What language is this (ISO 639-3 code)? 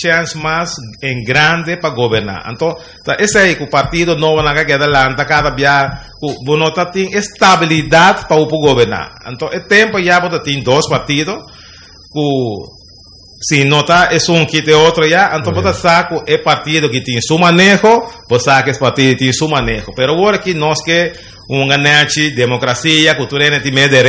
pap